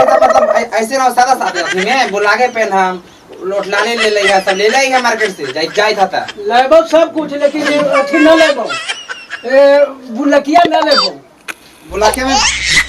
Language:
Magahi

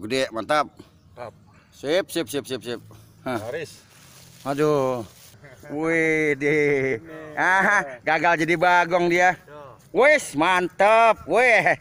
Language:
Betawi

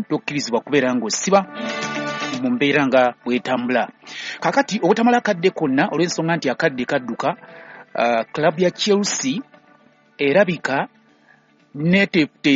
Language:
Ganda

